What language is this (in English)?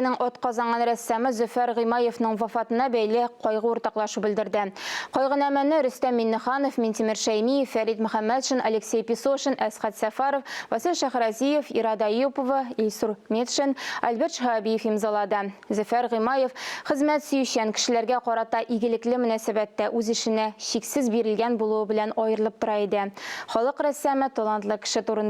Tatar